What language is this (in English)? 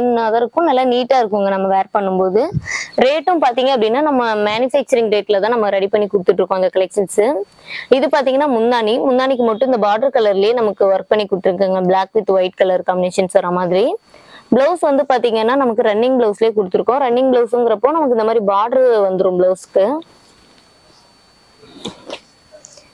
Tamil